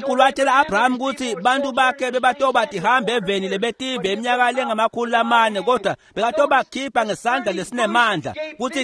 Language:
Swati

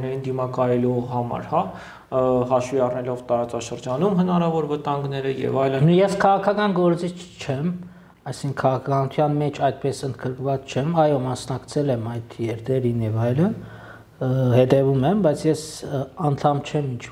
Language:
Armenian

